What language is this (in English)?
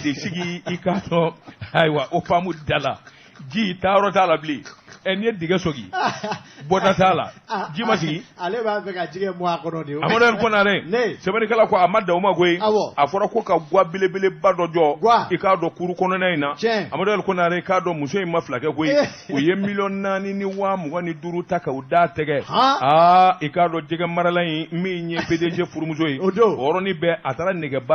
Bambara